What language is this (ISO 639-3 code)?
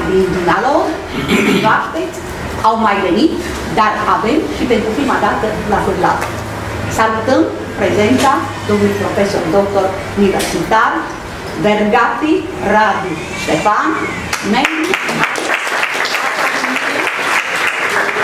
ron